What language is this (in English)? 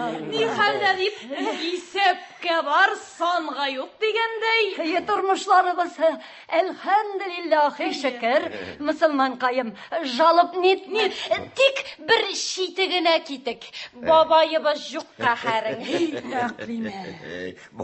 Tatar